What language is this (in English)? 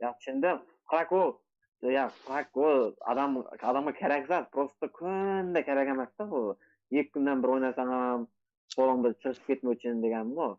Kara-Kalpak